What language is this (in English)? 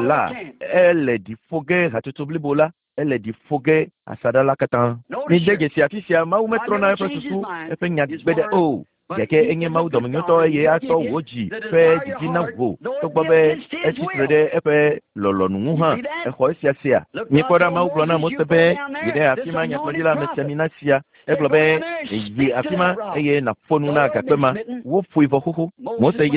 Ewe